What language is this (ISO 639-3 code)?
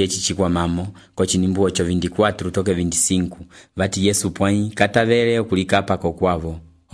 umb